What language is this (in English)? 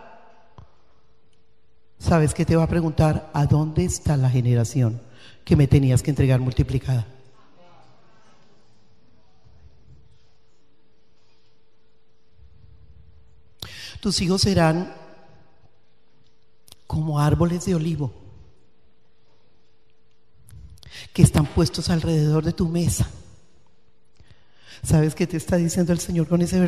Spanish